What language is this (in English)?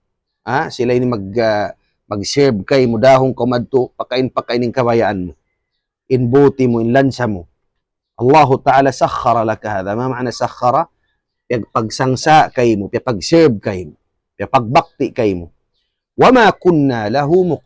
Tausug